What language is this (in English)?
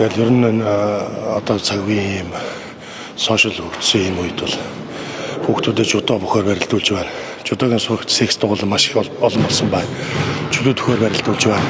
Mongolian